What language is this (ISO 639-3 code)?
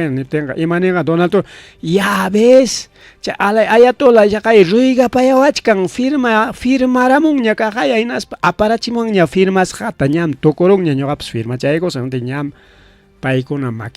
quy